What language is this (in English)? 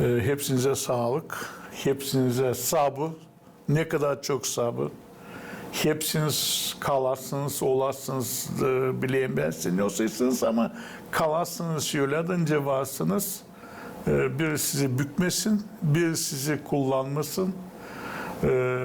Gagauz